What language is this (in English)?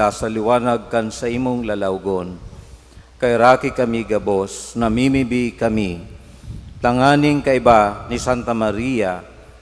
Bikol